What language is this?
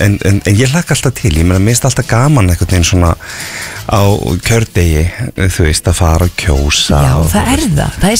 Icelandic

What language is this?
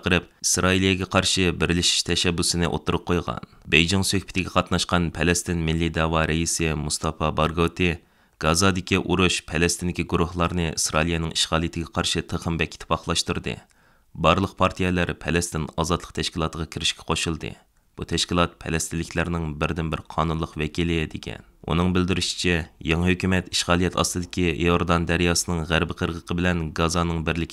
Uyghur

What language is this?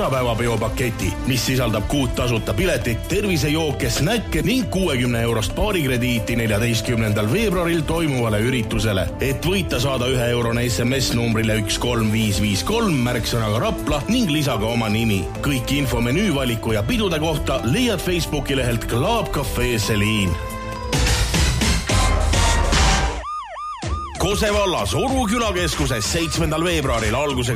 Estonian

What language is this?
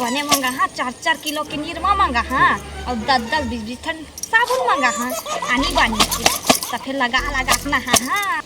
Chhattisgarhi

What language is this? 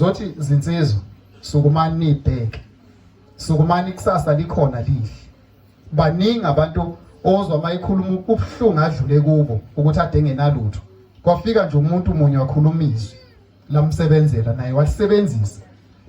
Zulu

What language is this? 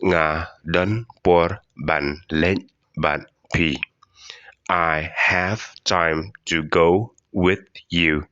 Khasi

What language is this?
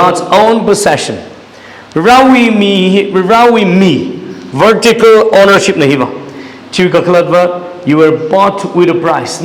Tangkhul Naga (India)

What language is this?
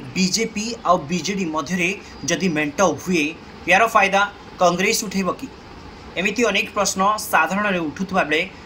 Odia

